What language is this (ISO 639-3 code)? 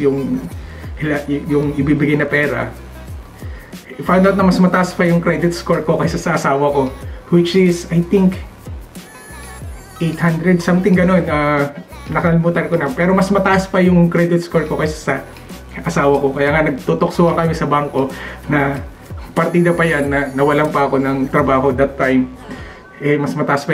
fil